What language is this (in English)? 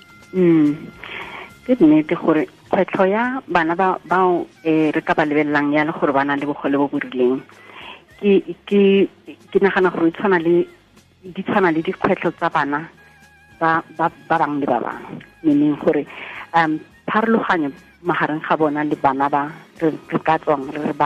Tswana